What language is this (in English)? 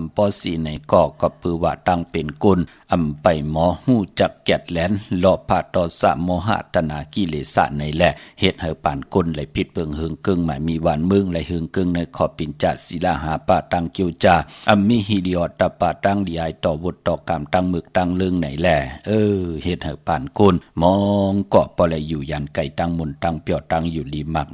Shan